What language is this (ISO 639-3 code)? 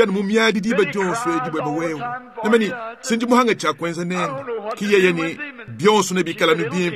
lua